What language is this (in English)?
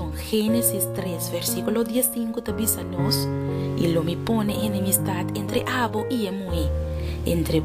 Papiamento